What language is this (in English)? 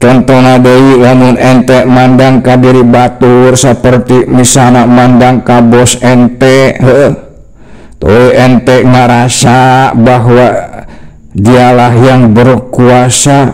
Sundanese